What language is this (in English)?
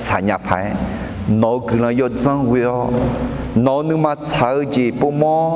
Akha